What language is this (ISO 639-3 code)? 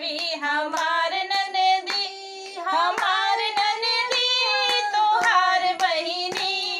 bho